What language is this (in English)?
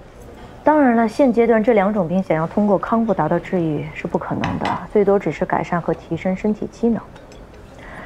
Chinese